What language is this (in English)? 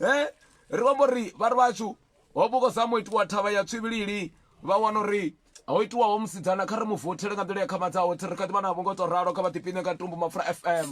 Venda